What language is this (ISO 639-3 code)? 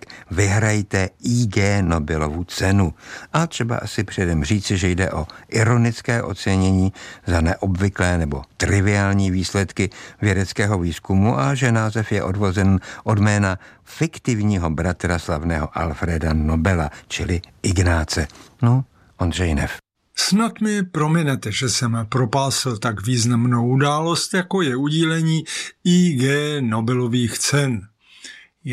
ces